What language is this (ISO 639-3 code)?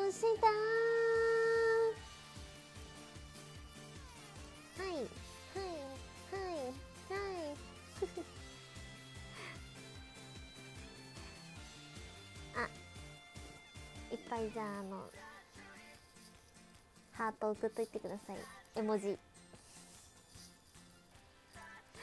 jpn